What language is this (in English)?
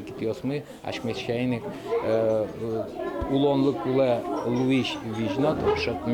Udmurt